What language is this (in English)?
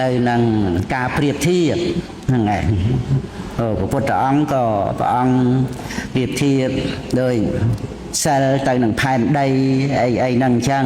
Khmer